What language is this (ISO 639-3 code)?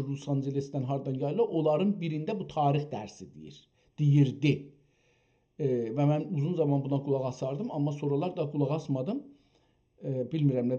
azb